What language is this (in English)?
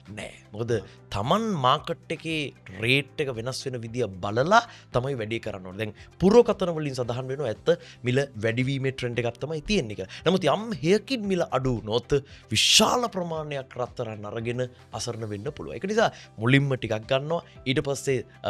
Sinhala